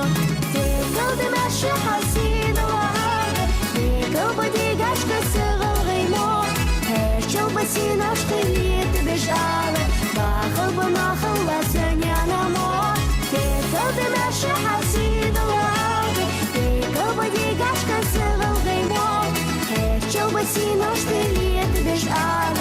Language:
Ingush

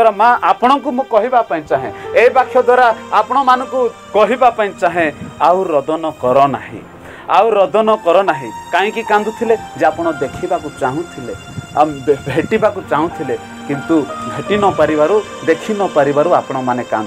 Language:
Odia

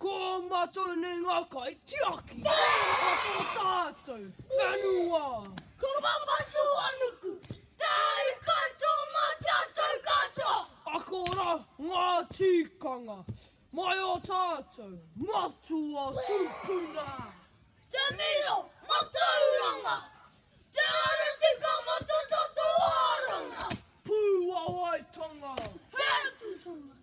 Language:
Māori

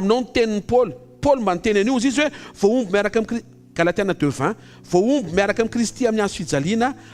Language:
Malagasy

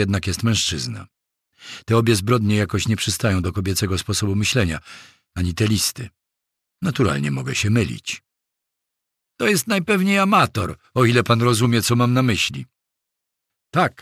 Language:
Polish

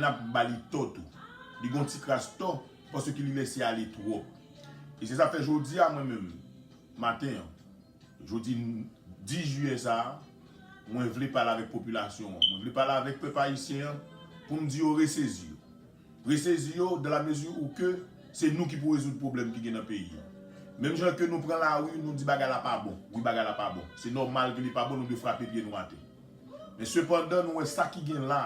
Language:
Haitian Creole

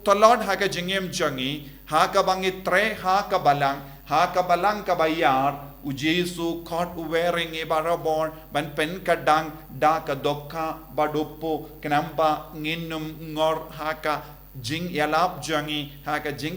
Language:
Khasi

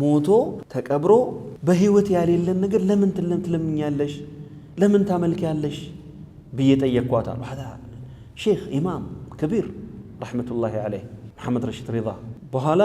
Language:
Amharic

